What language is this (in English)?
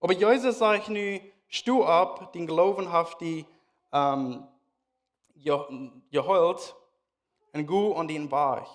Plautdietsch